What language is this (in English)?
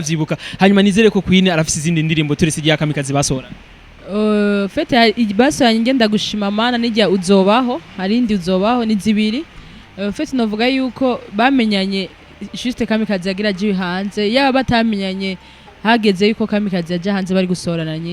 Rundi